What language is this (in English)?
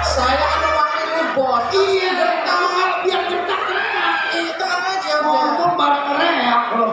Betawi